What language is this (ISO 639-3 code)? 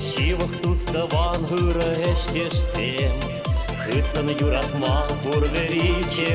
chv